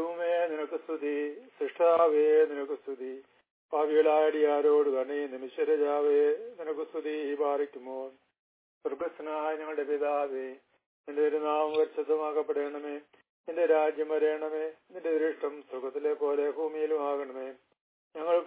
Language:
Malayalam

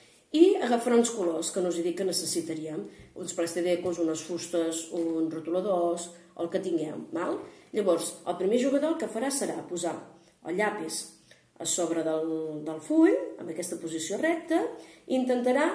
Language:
Catalan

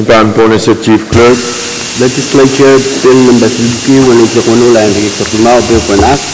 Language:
Pohnpeian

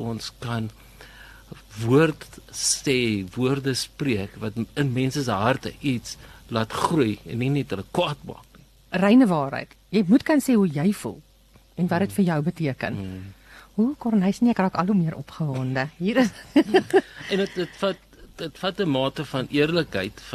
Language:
Afrikaans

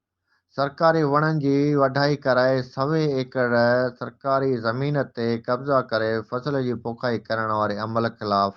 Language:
Sindhi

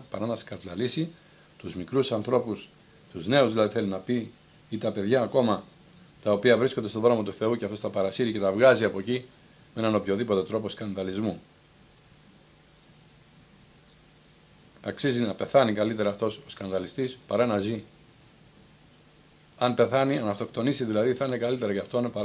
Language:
Greek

